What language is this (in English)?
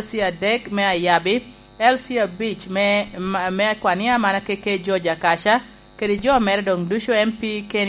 Lango (Uganda)